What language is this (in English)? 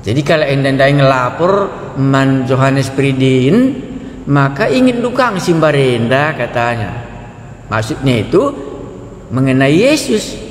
Batak Karo